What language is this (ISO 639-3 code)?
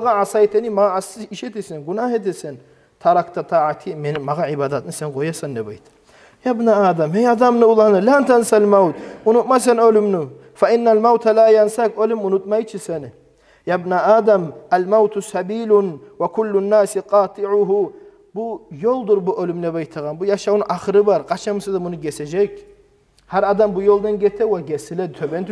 kum